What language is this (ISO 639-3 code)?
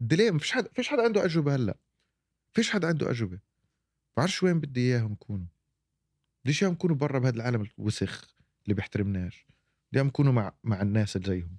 apc